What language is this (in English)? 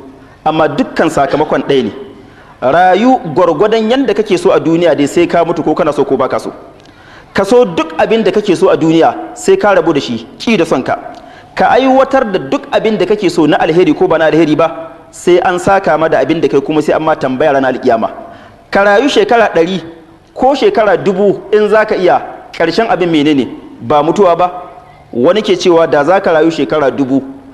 Hausa